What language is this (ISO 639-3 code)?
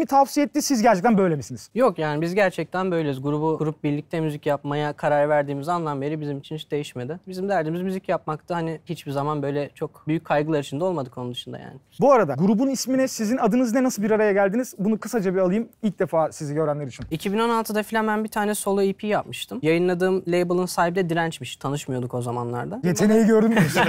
tur